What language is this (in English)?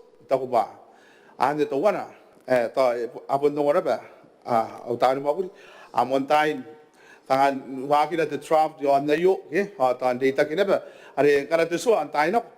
Gilbertese